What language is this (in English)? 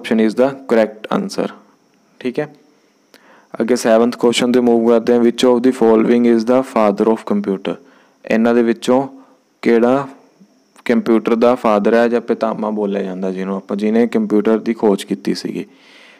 Punjabi